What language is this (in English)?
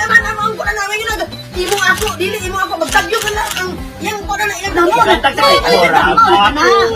Cebuano